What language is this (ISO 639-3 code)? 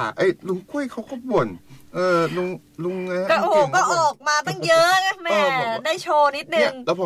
tha